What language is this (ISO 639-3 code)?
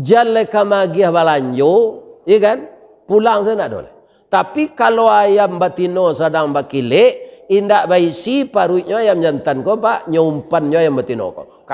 min